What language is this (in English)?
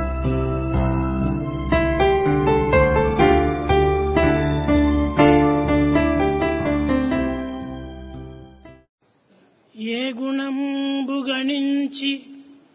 Telugu